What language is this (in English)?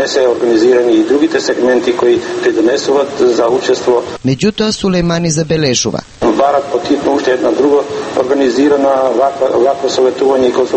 Macedonian